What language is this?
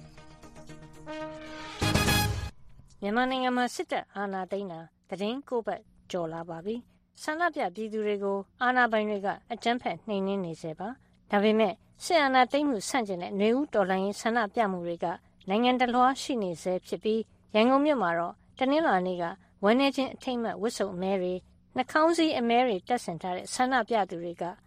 Burmese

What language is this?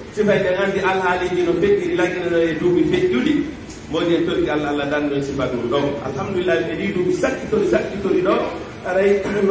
Fula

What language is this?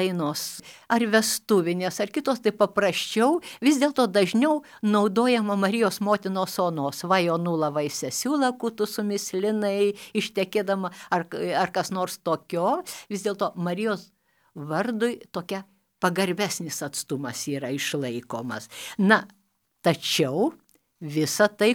Lithuanian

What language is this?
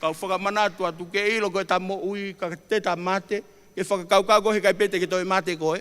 Tongan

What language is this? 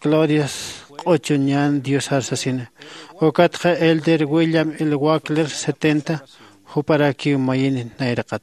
Aymara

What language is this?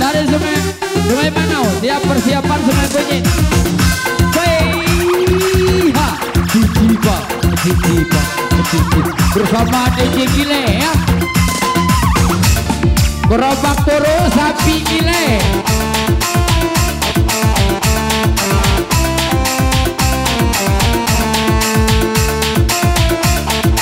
Indonesian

